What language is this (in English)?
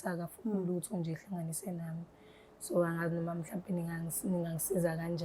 Zulu